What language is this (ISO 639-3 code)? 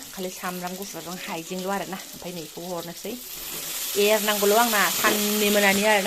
brx